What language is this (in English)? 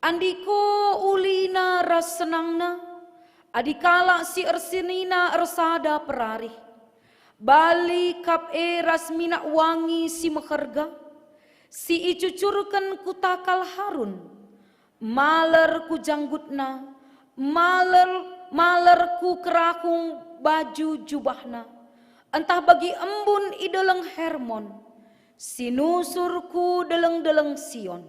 Batak Karo